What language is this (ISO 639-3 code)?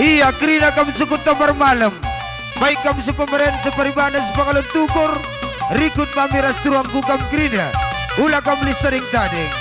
btx